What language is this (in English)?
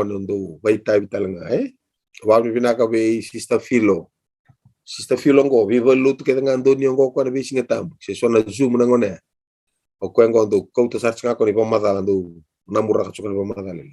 Fijian